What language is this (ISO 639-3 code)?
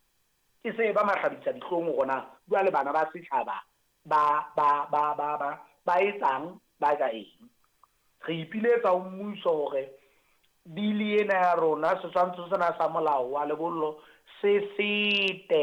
sot